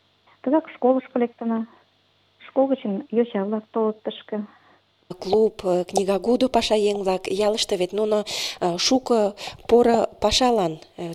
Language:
Mari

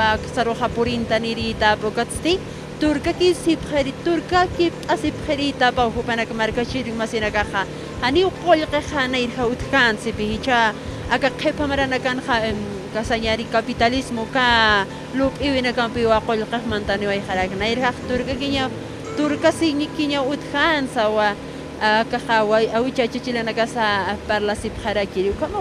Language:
Aymara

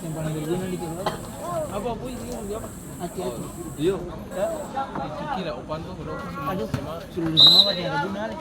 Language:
Ambonese Malay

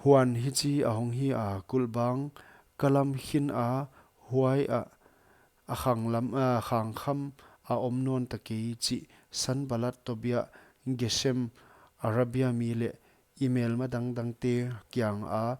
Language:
Paite Chin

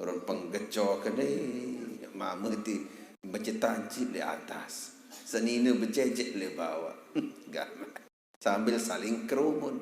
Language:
Sasak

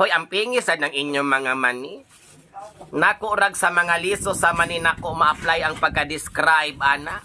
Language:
Cebuano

